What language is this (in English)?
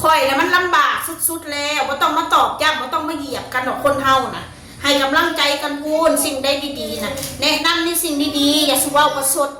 Northeastern Thai